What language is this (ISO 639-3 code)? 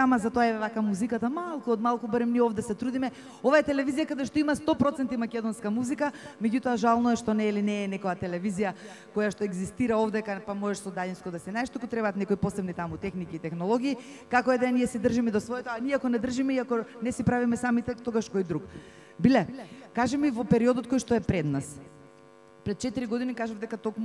mkd